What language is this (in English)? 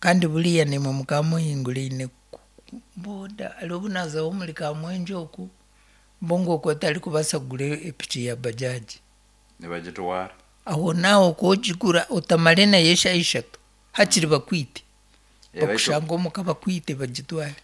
Nyankole